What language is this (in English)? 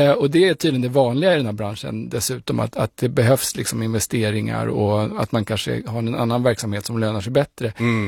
Swedish